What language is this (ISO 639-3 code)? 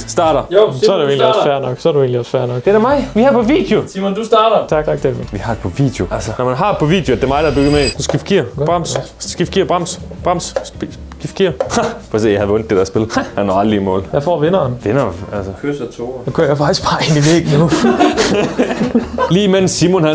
dan